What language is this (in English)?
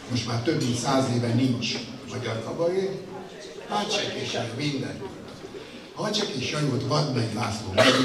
Hungarian